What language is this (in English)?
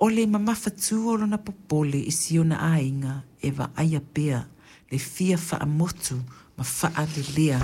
Samoan